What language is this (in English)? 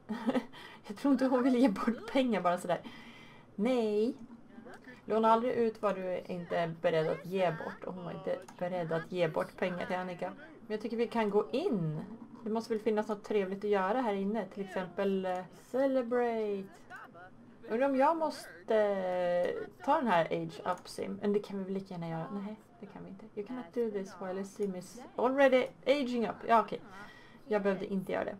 Swedish